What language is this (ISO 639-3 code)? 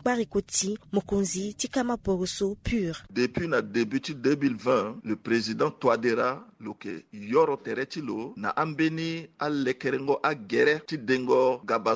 sag